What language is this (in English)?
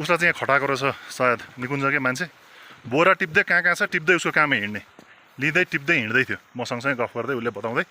Nepali